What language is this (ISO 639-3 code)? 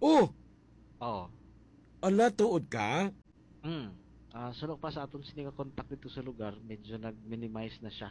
hil